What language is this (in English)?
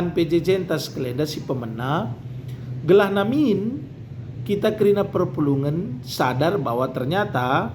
Batak Karo